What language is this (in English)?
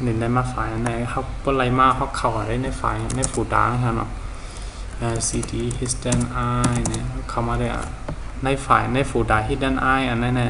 Shan